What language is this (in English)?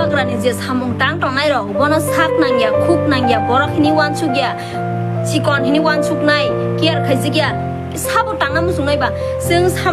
Kok Borok